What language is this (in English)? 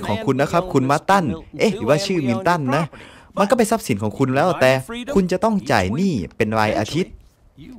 Thai